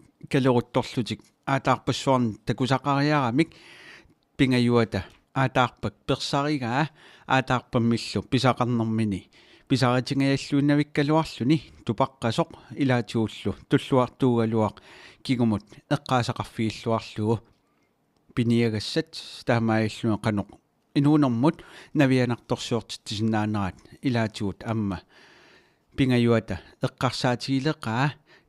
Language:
Kalaallisut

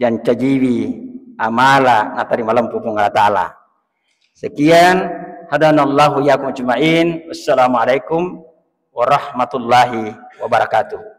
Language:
Buginese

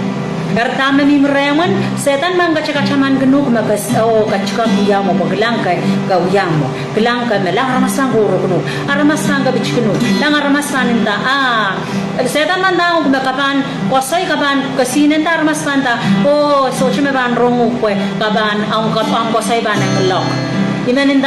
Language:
Pohnpeian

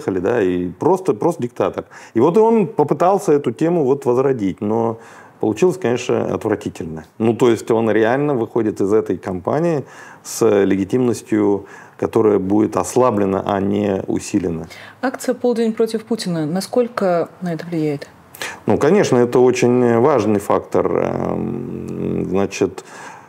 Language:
Russian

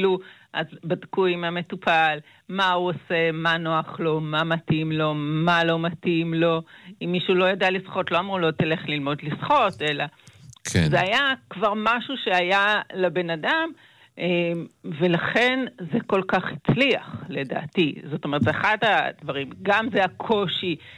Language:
Hebrew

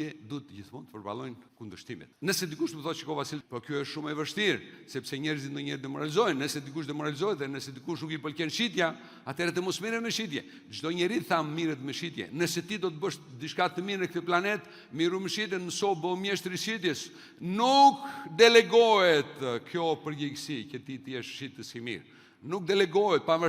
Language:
Albanian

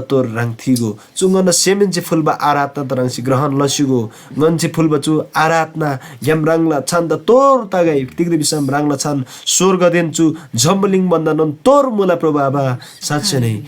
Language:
Eastern Tamang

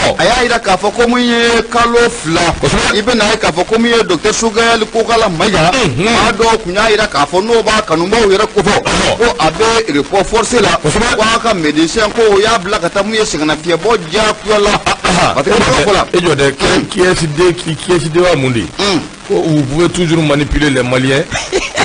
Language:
Bambara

